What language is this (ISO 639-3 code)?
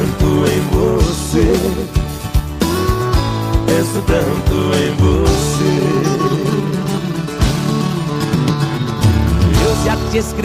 por